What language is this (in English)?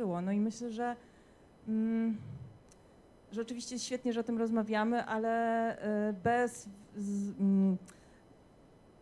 Polish